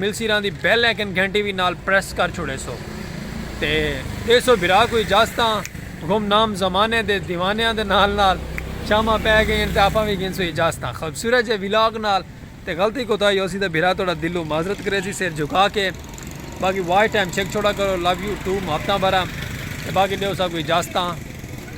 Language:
Saraiki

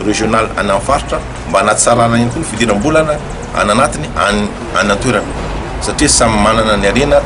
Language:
Malagasy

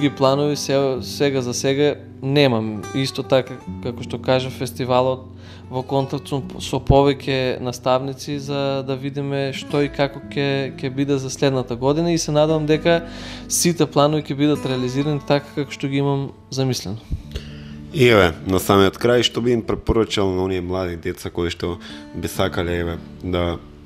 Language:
Macedonian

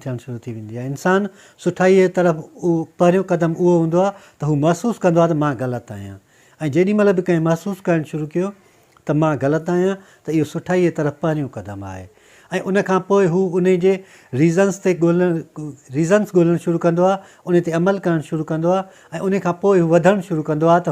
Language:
Sindhi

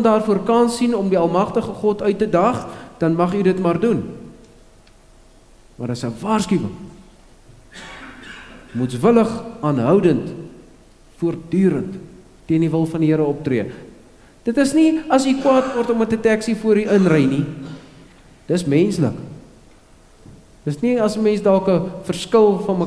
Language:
Afrikaans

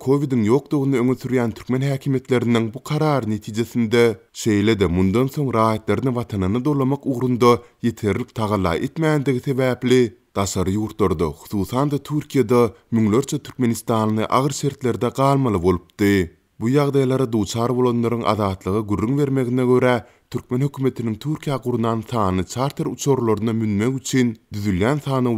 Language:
Turkmen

